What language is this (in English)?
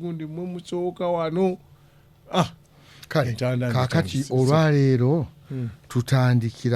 Ganda